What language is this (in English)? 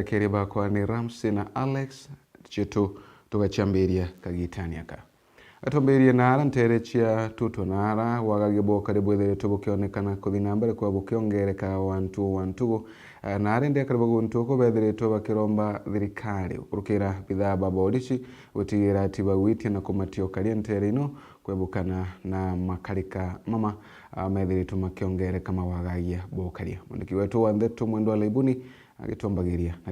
Meru